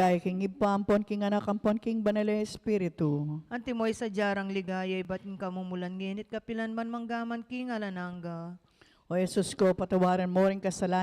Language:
Pampanga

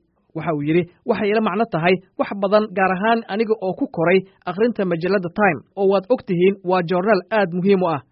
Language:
Somali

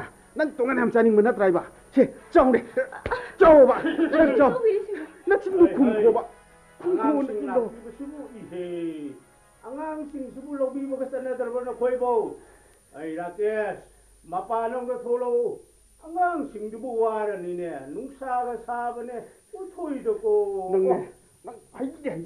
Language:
Manipuri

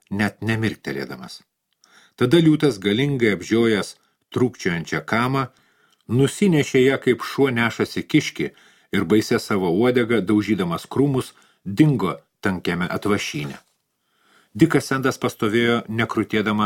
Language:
Lithuanian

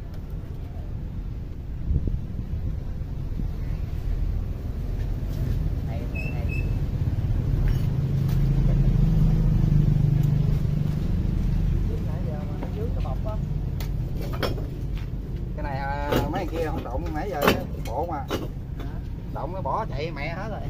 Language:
Vietnamese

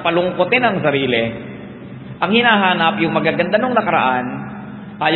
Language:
Filipino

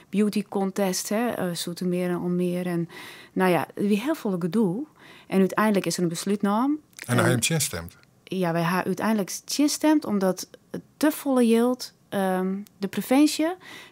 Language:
Western Frisian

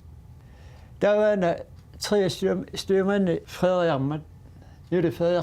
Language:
Kalaallisut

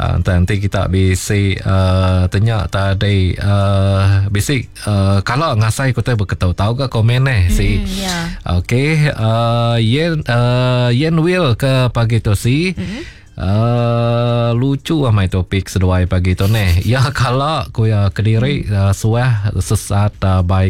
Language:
Iban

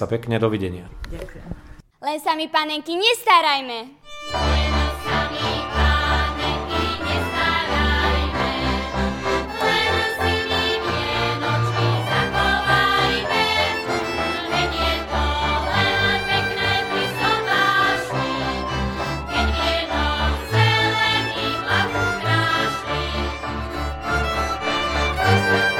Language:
Slovak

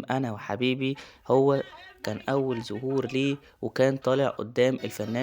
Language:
Egyptian Arabic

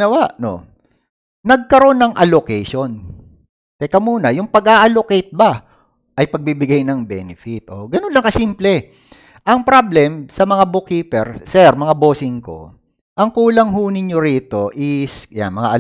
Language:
Filipino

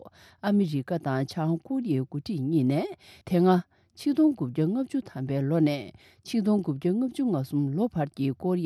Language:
Tibetan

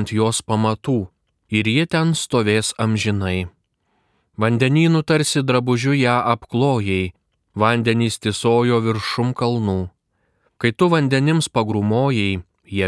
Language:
Lithuanian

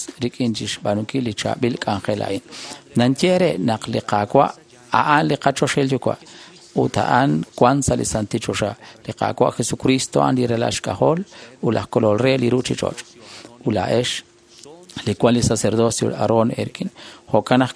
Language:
Kekchí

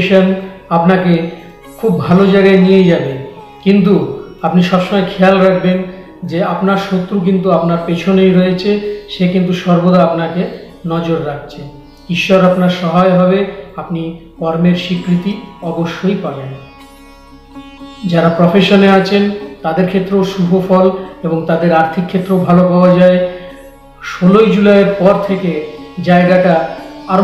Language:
Bangla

